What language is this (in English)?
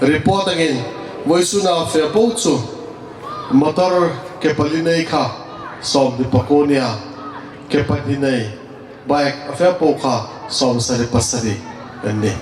Hmar